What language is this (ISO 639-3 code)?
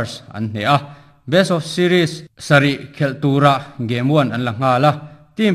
lus